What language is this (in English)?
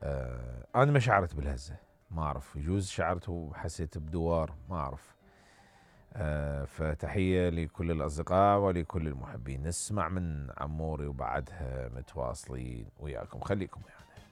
Mesopotamian Arabic